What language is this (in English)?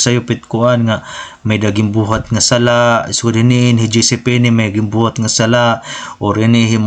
Waray